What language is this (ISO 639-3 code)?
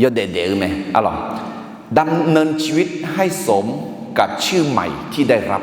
ahk